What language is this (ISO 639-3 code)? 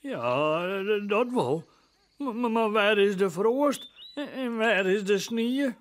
fry